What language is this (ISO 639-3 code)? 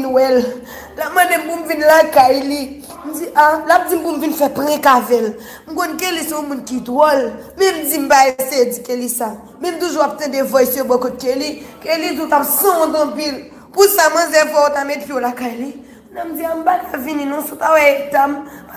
hat